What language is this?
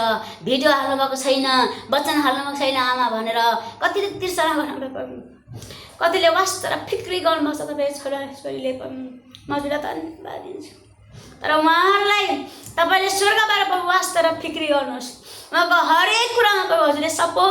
Nepali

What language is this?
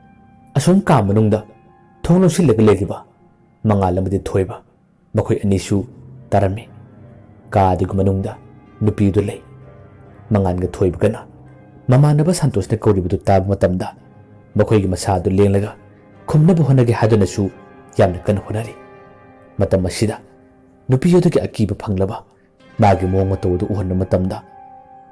Manipuri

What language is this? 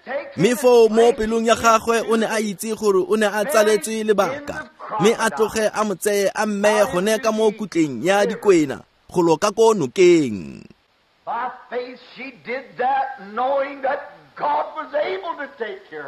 Tswana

